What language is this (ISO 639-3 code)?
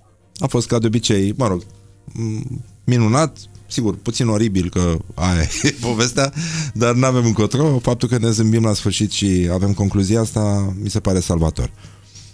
ron